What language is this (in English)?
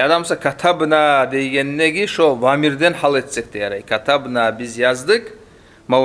Kumyk